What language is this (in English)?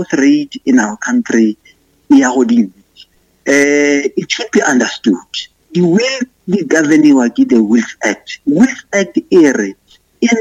Northern Sotho